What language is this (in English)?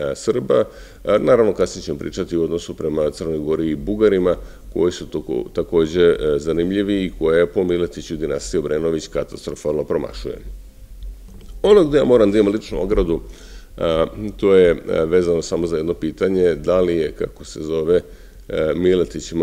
Serbian